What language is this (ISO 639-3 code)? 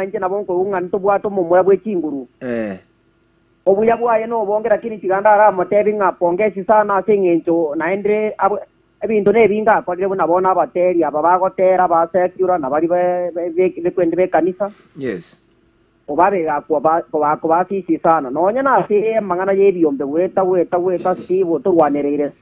guz